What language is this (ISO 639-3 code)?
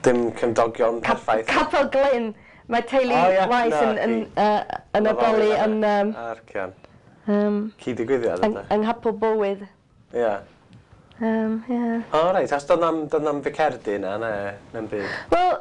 cym